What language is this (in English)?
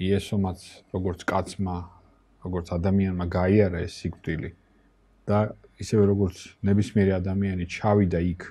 Georgian